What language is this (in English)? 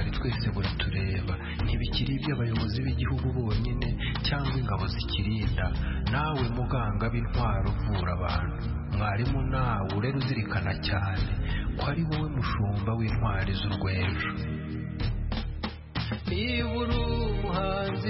Kinyarwanda